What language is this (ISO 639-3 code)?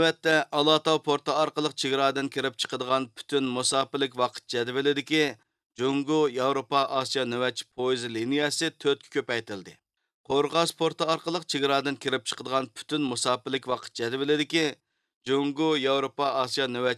uig